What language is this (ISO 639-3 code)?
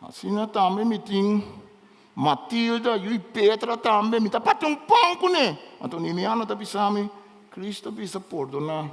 pap